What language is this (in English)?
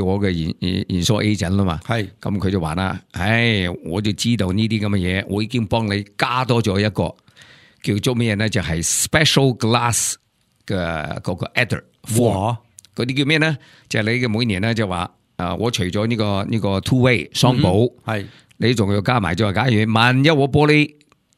Cantonese